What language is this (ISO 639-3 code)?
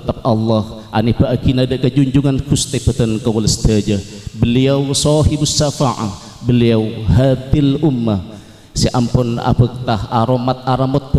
mad